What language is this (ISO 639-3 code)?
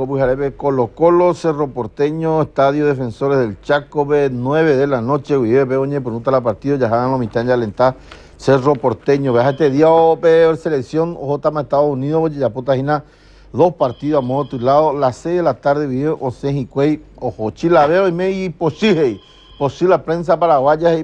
grn